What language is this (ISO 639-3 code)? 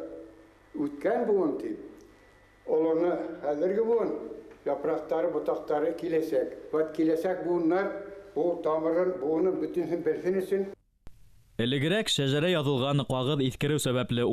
bak